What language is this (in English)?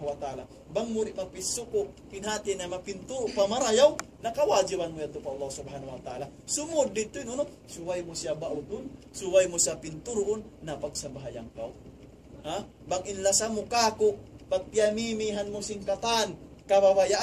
Tausug